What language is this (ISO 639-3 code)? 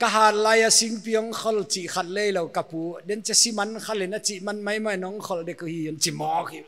pck